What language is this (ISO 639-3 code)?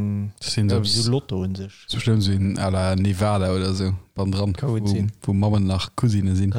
ltz